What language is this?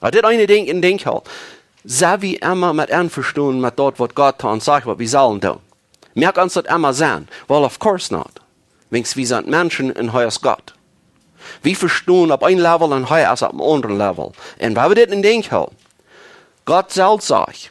Plautdietsch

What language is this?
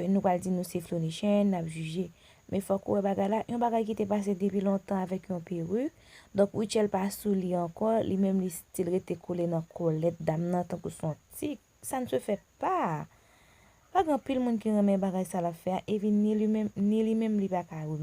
Haitian Creole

